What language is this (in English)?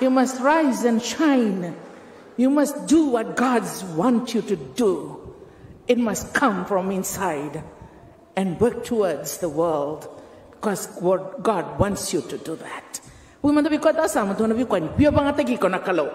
Fijian